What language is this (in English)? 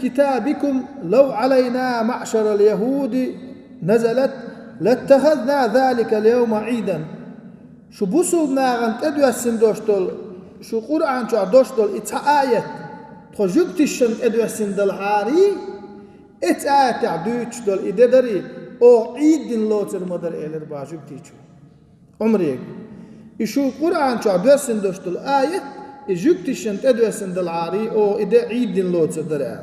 Chechen